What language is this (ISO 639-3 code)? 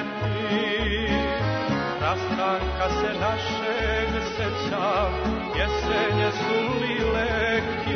srp